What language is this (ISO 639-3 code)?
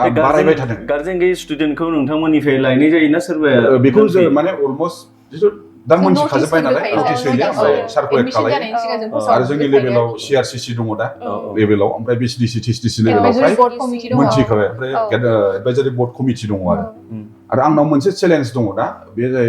brx